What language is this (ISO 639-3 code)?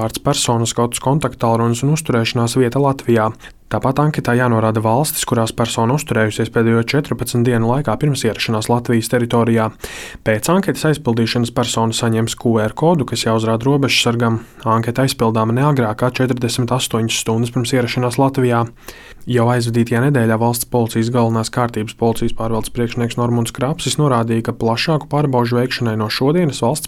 lav